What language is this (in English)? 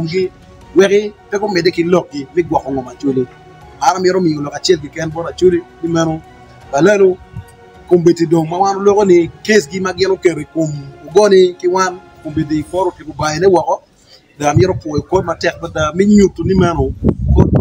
Acoli